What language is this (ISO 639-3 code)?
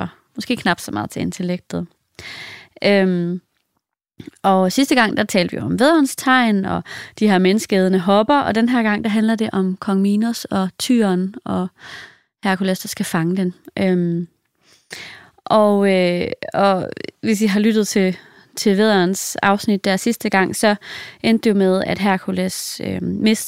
dan